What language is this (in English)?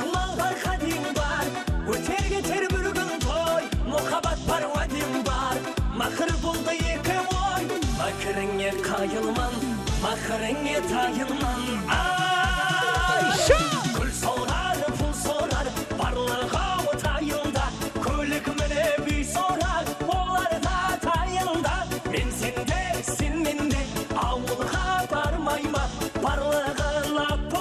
Kara-Kalpak